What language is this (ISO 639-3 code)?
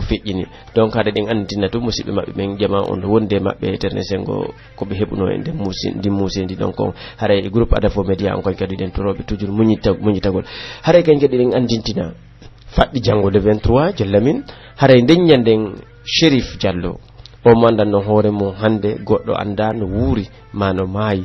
fuf